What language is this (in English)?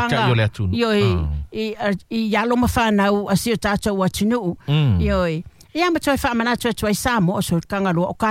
Samoan